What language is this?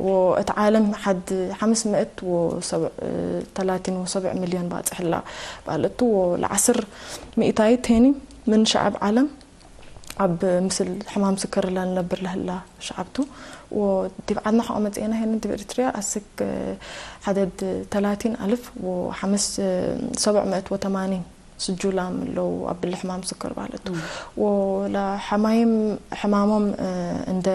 Tigre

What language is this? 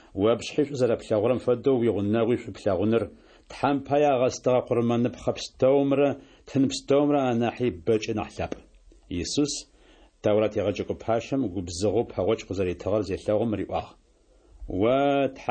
Adyghe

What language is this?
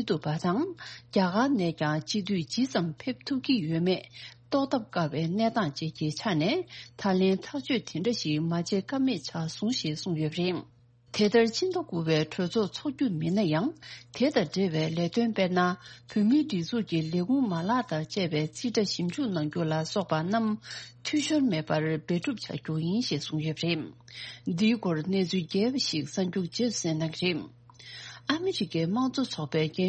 Tibetan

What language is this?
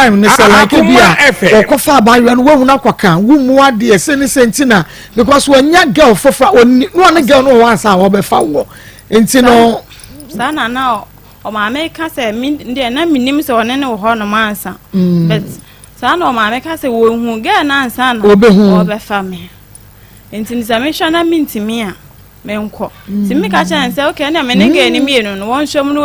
Akan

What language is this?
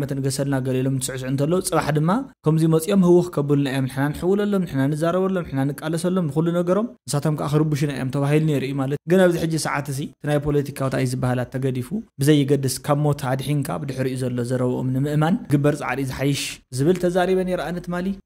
Tigrinya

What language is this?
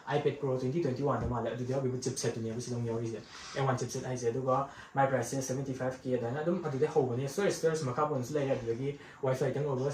Manipuri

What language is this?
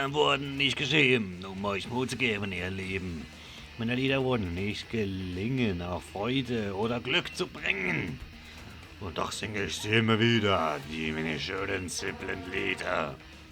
Swiss German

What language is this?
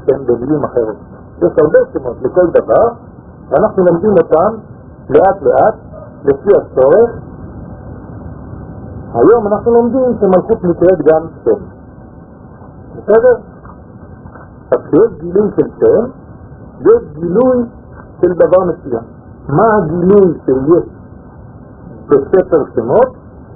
Hebrew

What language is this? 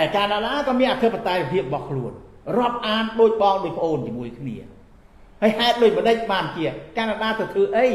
Khmer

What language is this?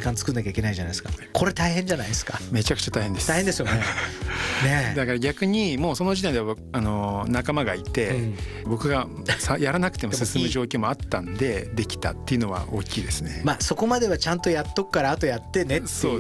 Japanese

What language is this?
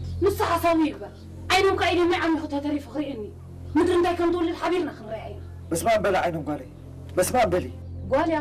Tigrinya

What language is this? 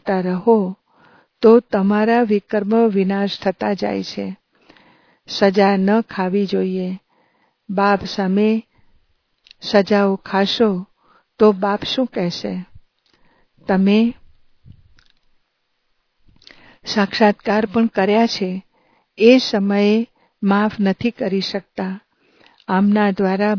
Gujarati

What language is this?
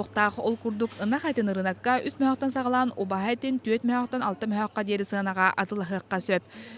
Yakut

